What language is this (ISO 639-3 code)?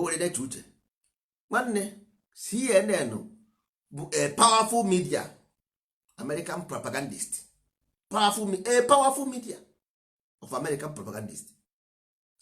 ibo